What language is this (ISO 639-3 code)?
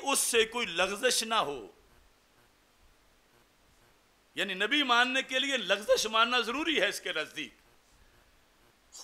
urd